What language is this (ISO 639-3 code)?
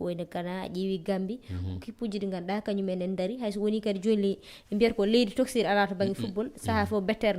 ful